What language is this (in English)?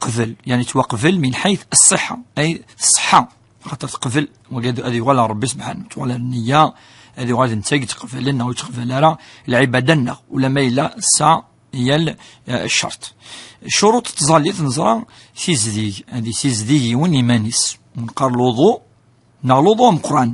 Kabyle